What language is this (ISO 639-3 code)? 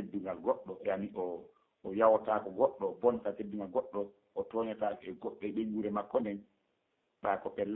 ful